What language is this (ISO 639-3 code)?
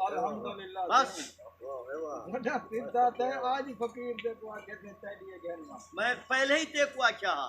skr